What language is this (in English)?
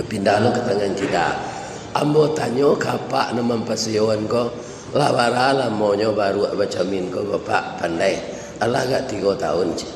Minangkabau